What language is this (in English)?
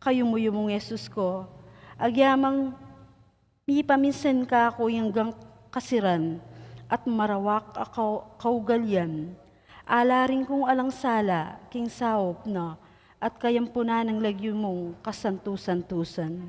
Pampanga